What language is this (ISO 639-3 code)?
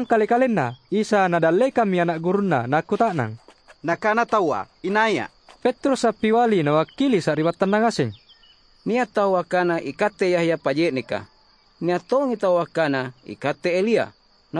mak